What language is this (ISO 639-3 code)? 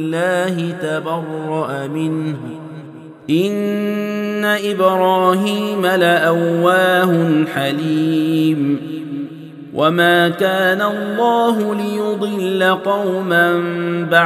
ara